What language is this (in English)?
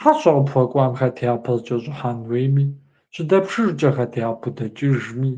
Kabardian